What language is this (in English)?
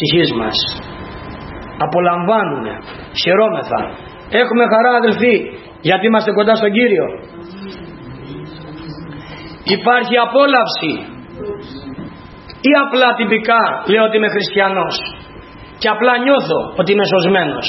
Greek